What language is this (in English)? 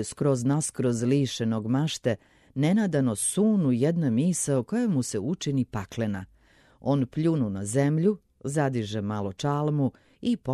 Serbian